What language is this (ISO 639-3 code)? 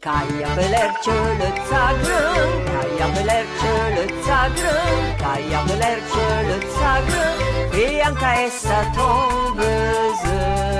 frp